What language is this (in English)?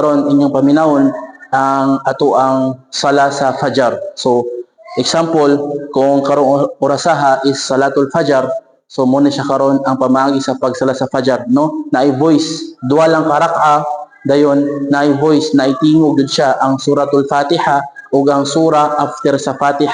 Cebuano